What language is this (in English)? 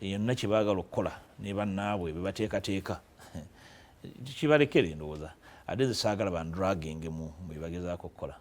Ganda